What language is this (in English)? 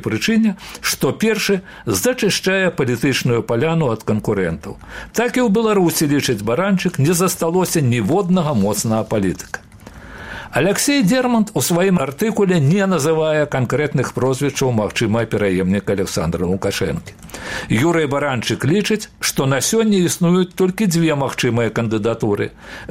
Belarusian